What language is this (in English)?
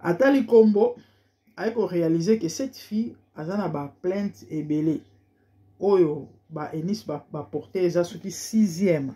Lingala